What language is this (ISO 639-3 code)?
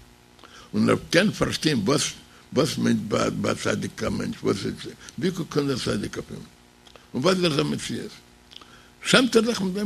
yid